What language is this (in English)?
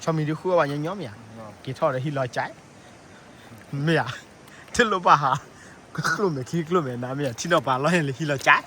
S'gaw Karen